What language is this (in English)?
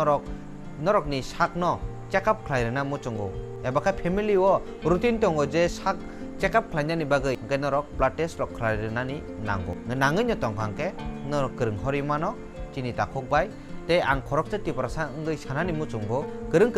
Kok Borok